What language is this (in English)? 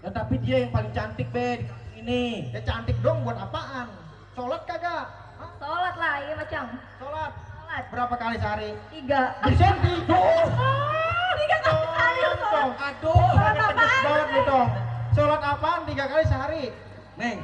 Betawi